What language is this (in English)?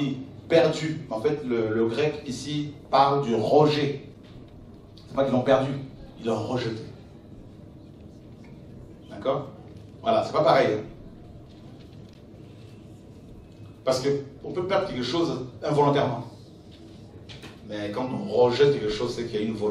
French